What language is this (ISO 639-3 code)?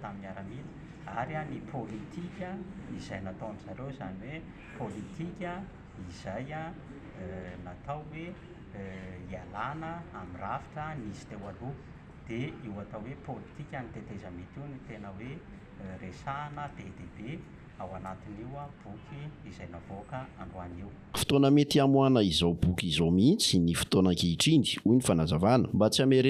mlg